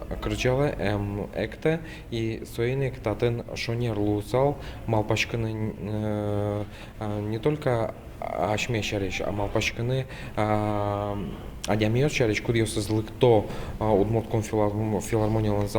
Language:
Udmurt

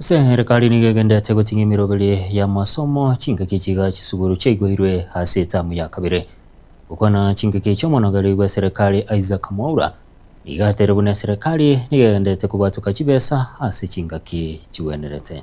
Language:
Gusii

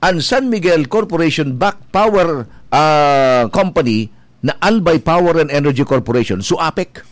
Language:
Bikol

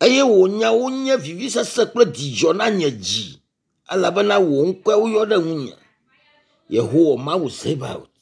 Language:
Ewe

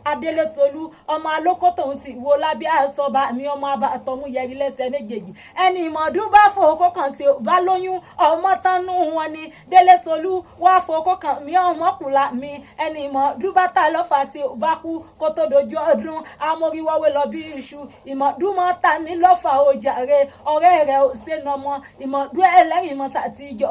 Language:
Yoruba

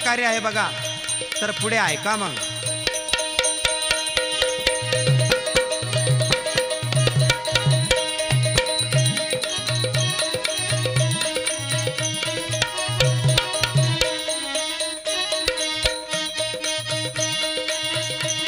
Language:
Marathi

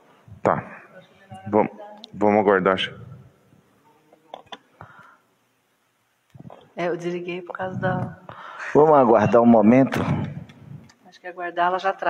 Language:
Portuguese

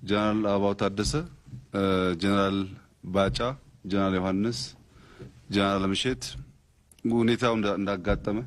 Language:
Amharic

